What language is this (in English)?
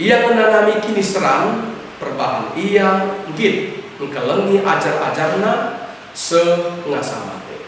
Batak Karo